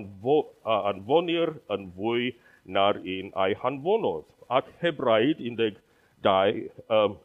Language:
Welsh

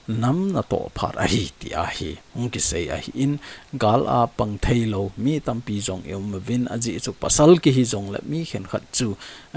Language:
Thado Chin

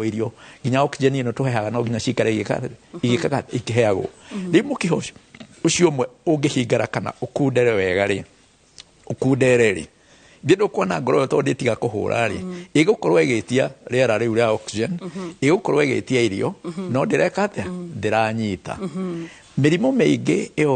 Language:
Kikuyu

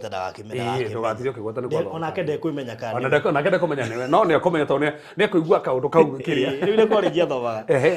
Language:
Kikuyu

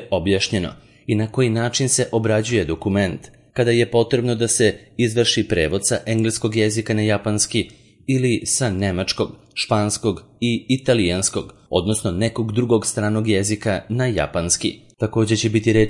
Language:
Serbian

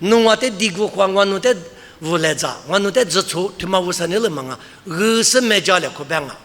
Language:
Lisu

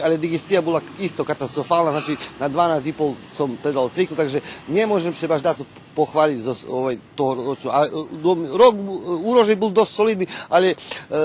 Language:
Rusyn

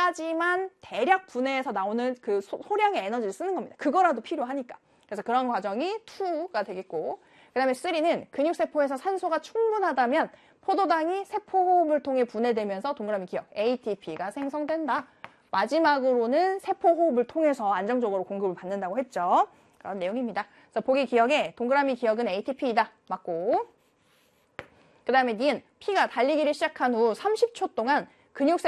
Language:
Korean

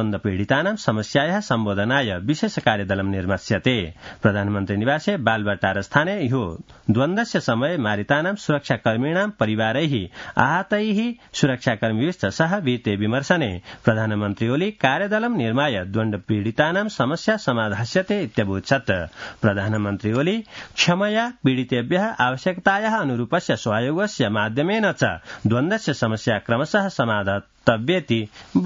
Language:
Sanskrit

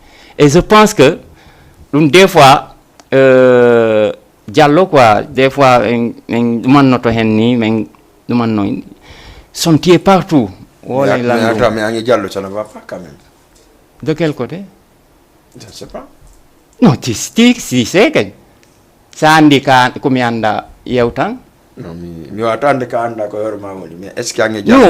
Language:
Fula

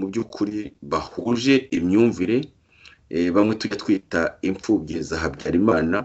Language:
Kinyarwanda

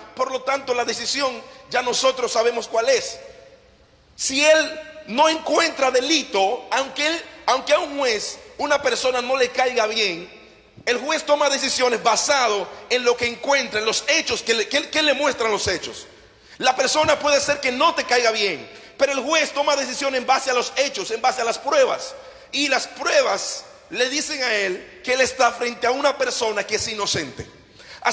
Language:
Spanish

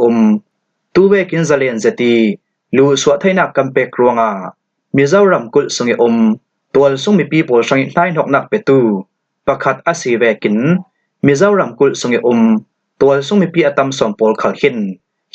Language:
Falam Chin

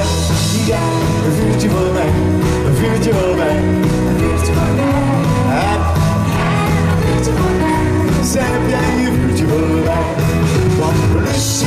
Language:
Dutch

